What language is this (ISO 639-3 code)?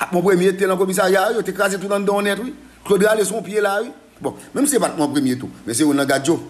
hat